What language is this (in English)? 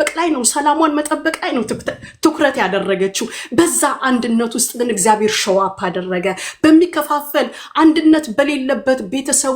Amharic